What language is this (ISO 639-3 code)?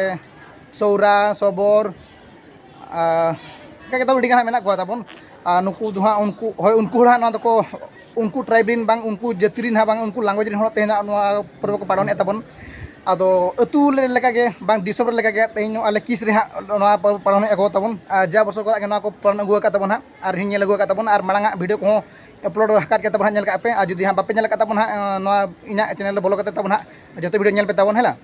sat